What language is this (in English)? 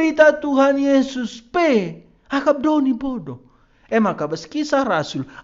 Batak Karo